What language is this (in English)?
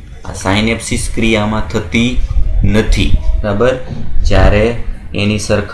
Gujarati